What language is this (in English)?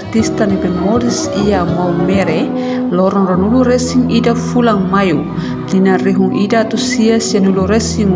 Tetum